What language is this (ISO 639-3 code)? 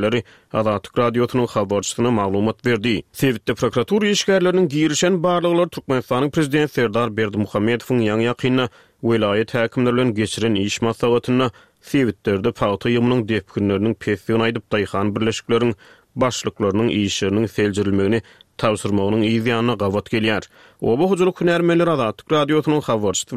tuk